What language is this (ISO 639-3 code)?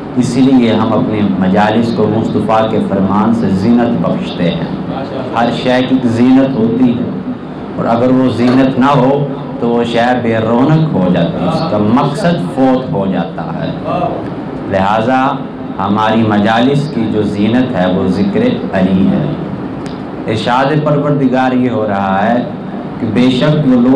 urd